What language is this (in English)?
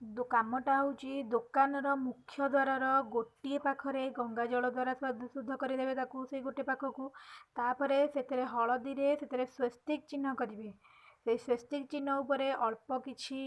Odia